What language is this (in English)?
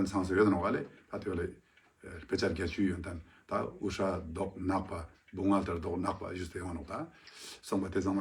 Ladakhi